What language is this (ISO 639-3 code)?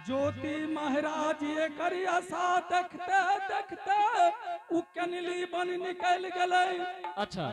anp